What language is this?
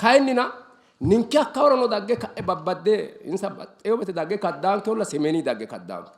Sidamo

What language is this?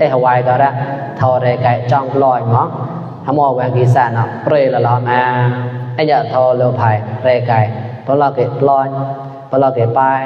Mon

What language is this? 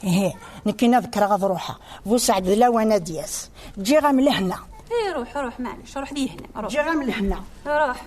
Kabyle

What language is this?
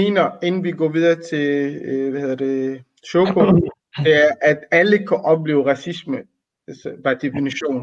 Danish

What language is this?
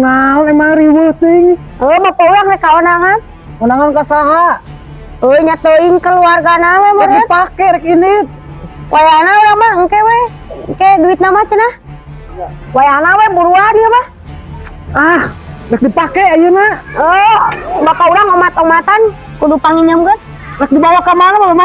Sundanese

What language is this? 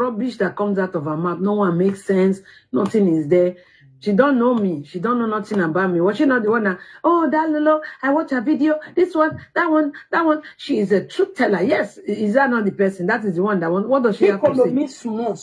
Nigerian Pidgin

